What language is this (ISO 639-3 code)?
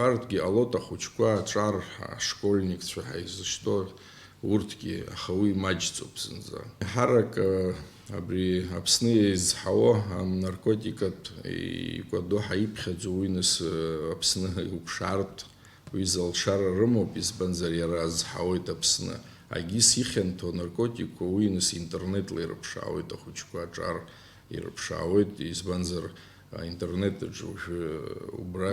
abk